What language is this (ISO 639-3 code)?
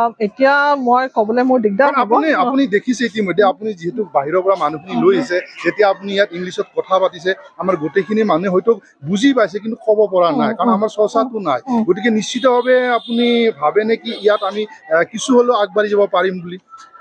asm